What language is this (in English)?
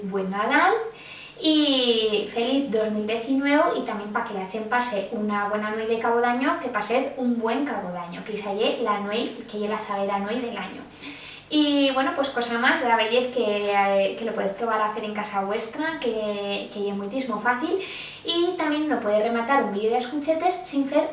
Aragonese